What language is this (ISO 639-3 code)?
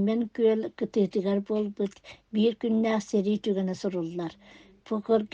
sah